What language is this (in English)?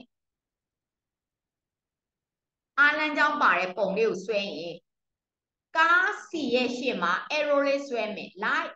Burmese